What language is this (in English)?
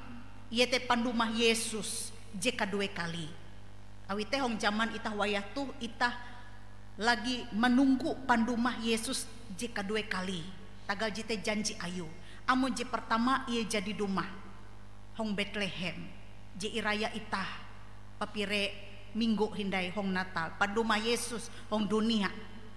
Ngaju